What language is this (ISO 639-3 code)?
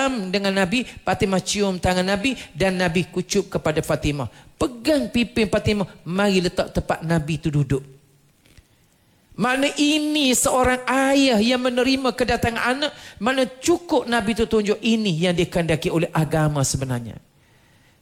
msa